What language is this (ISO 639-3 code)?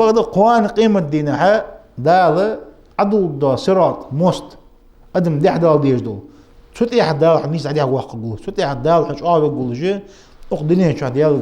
inh